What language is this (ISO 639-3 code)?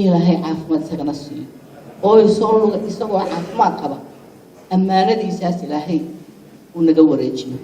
som